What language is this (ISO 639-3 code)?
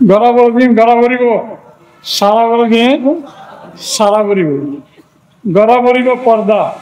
rhg